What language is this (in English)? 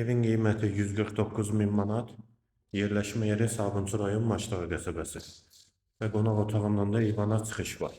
Azerbaijani